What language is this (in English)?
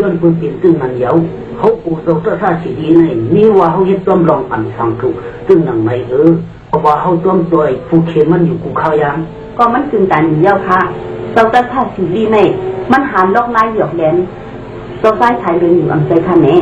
Shan